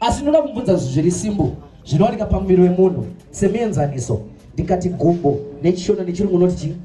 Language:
Shona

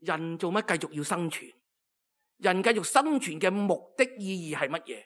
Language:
Cantonese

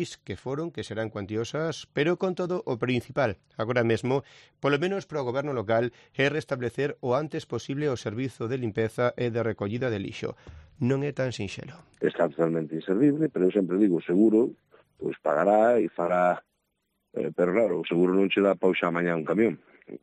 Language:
Galician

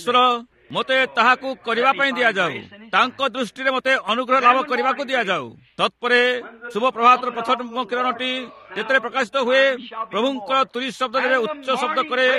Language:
Odia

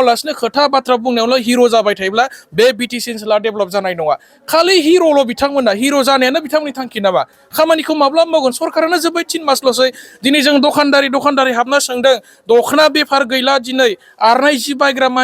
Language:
Bodo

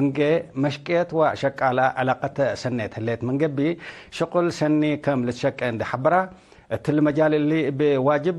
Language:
Tigre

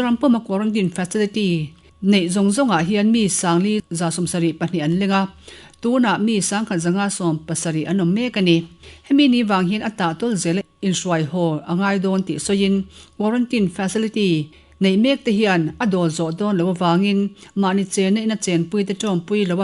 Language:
Mizo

